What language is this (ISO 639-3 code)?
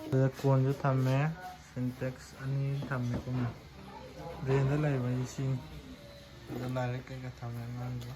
mni